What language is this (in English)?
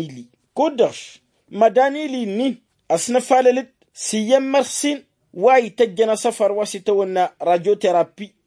Tamasheq